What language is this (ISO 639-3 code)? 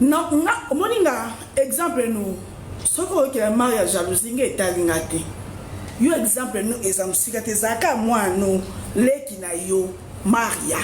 lin